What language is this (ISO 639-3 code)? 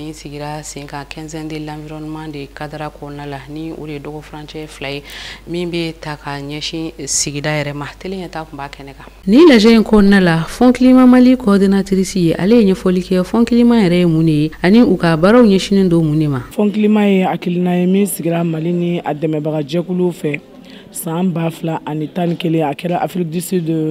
bam